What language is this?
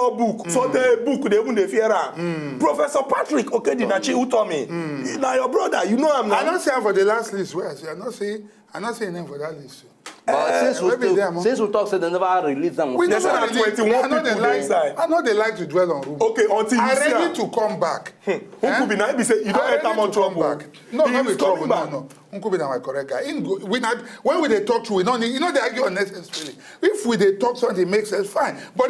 Nigerian Pidgin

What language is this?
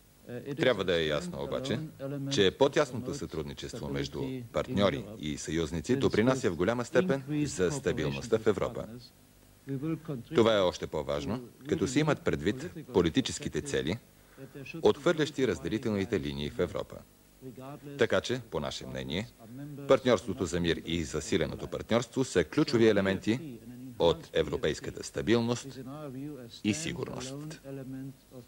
Bulgarian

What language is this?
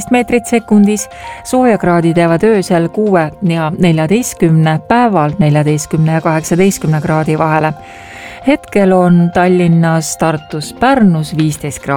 Estonian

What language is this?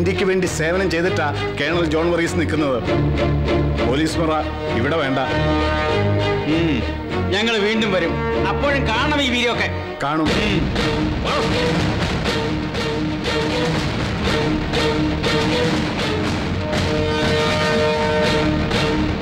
Malayalam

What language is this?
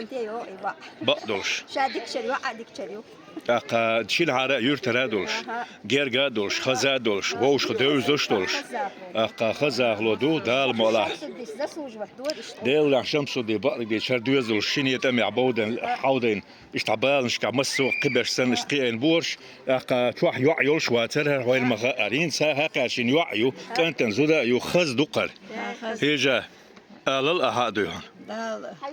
Chechen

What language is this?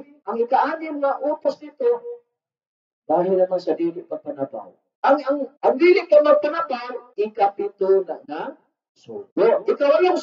Cebuano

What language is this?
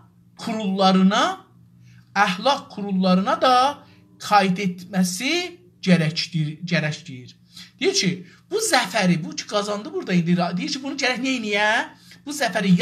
South Azerbaijani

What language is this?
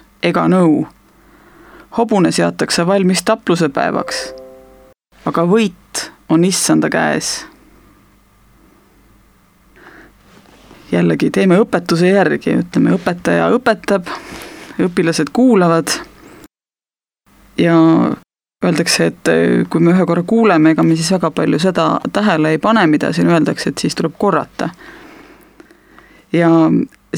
Estonian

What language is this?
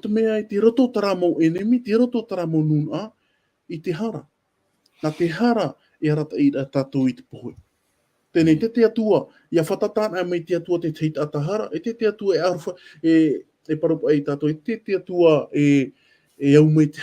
Tahitian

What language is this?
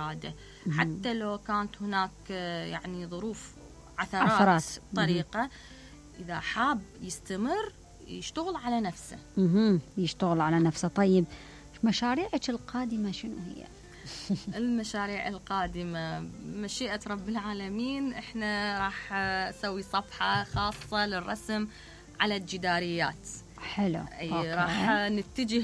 Mesopotamian Arabic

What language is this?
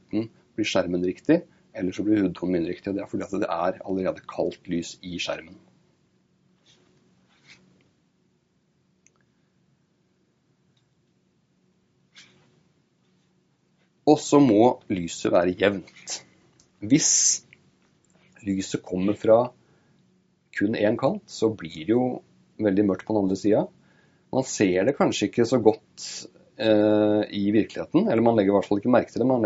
Norwegian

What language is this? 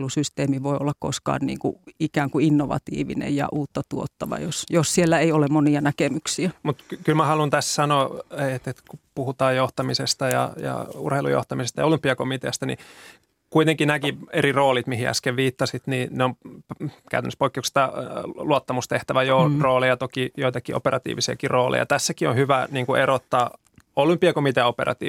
Finnish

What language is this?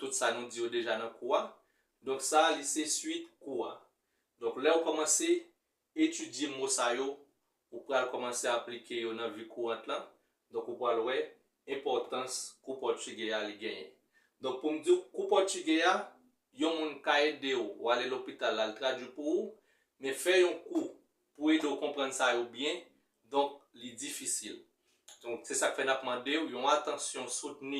Haitian Creole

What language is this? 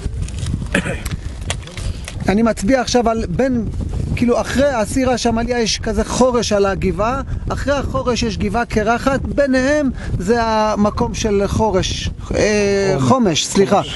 Hebrew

